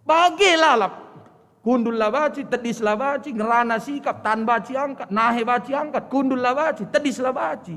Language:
Batak Karo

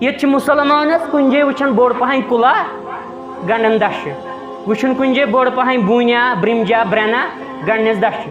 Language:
Kashmiri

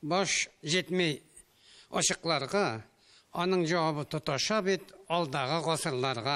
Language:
Tatar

